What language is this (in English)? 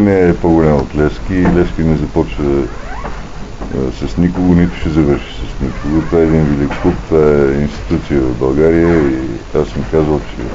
Bulgarian